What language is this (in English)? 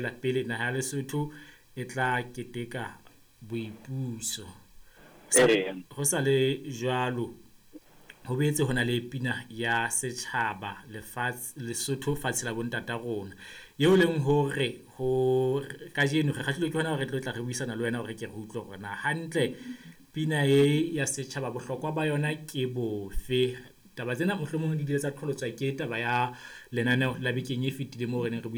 Southern Sotho